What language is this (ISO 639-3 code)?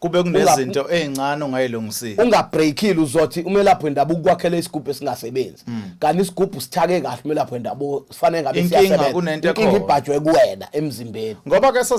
zul